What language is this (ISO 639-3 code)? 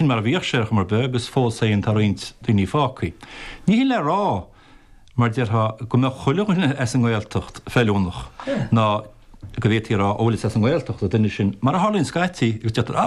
gle